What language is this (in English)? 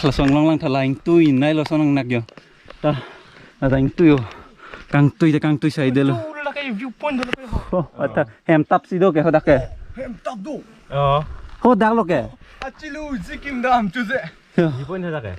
Karbi